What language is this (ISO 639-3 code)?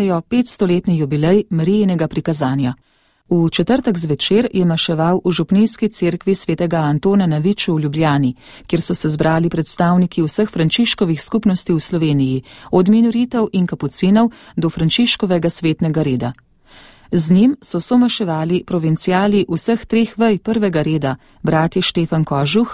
slv